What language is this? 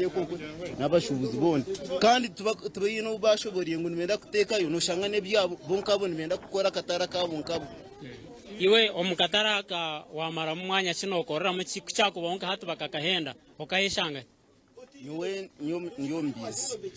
Nyankole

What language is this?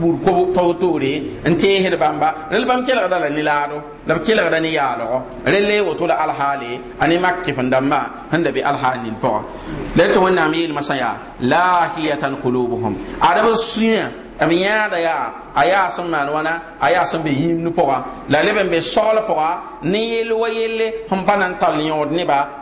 Mossi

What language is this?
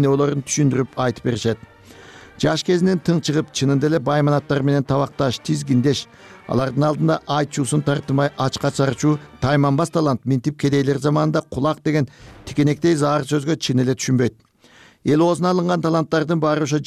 Kyrgyz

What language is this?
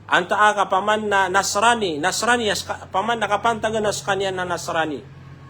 Maranao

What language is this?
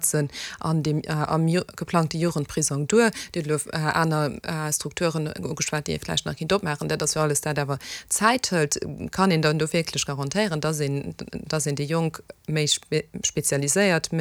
Luxembourgish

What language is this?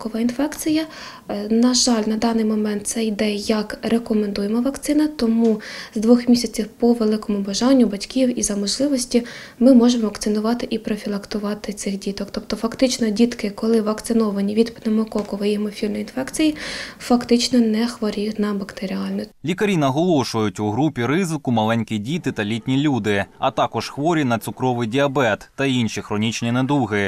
Ukrainian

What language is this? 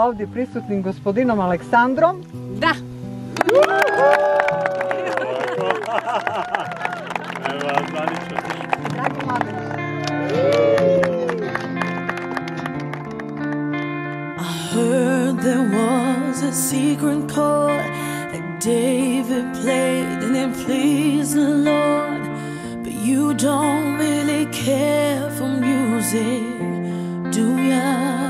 Serbian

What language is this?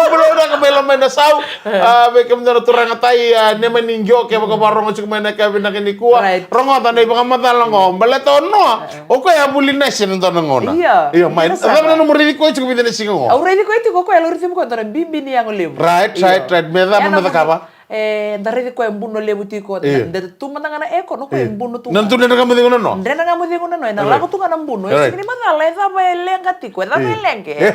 Fijian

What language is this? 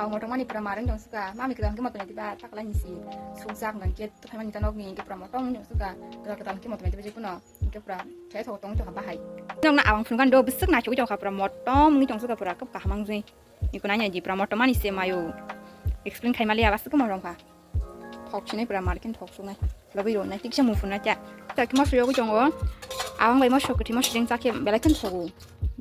Kok Borok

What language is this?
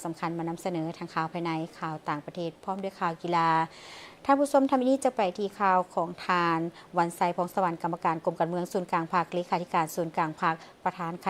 Lao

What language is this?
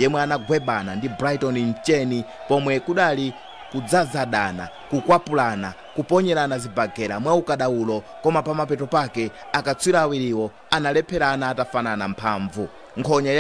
Nyanja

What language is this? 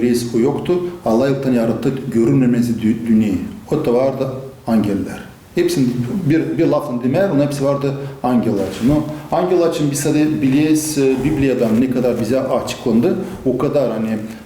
Gagauz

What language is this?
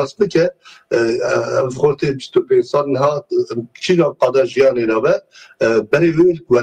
Kurdish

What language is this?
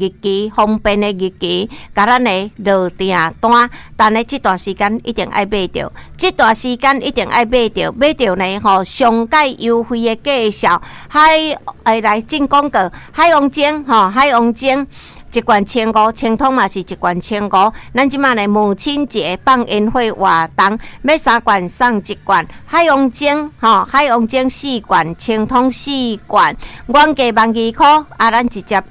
Min Nan Chinese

